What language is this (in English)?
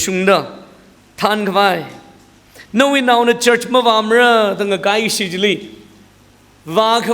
Tangkhul Naga (India)